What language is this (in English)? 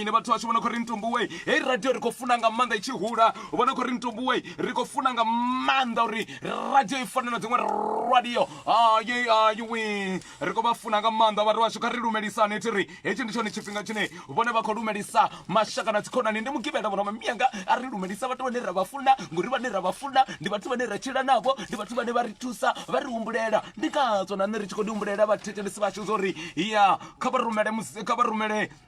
Venda